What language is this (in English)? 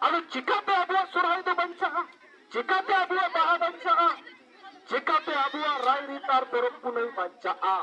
Santali